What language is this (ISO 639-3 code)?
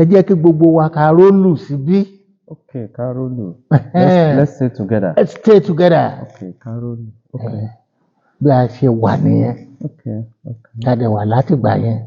yor